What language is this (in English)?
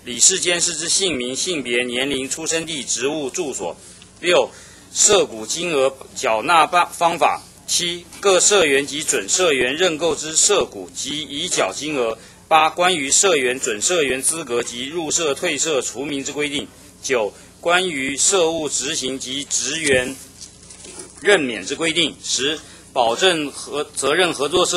Chinese